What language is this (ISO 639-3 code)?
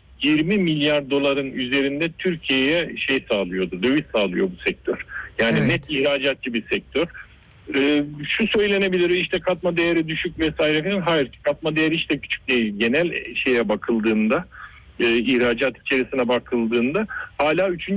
tur